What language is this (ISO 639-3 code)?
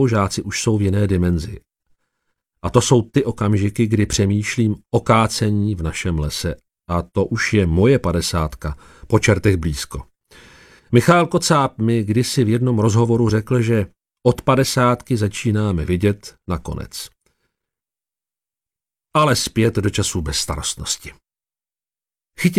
ces